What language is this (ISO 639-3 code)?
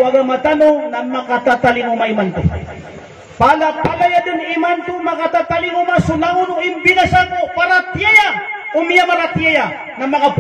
mrw